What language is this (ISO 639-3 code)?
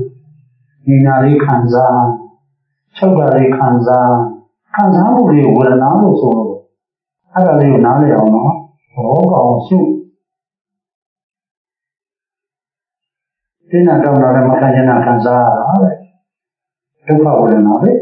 mya